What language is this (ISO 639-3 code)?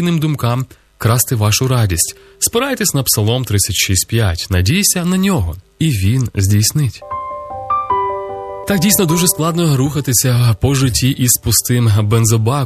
ukr